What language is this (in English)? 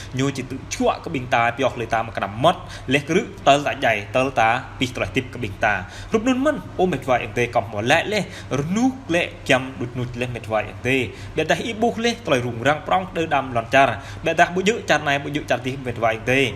Jarai